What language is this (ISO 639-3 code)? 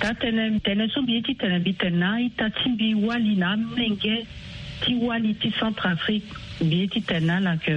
sag